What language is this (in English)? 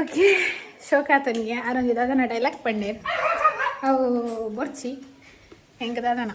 Tulu